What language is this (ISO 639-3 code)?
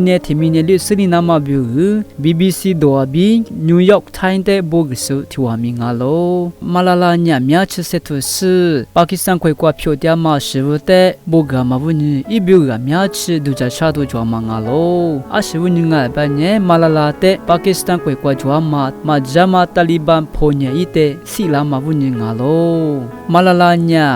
lis